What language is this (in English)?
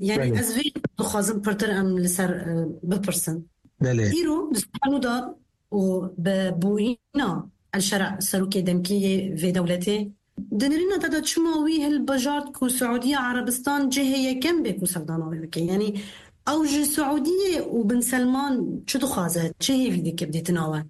Kurdish